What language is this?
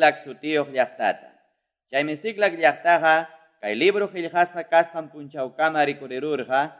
Quechua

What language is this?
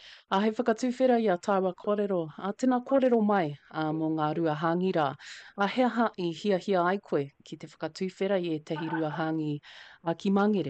Māori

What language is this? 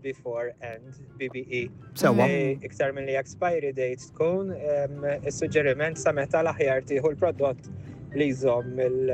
Maltese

